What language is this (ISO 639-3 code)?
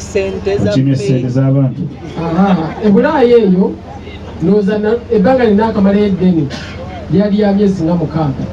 lug